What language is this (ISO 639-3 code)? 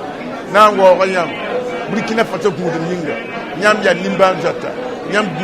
mos